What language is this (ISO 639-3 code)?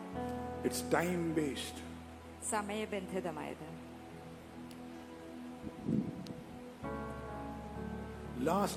mal